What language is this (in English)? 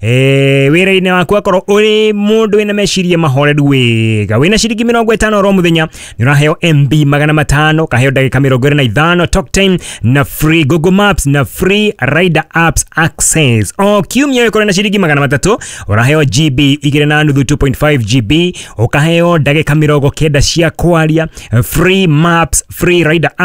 Kikuyu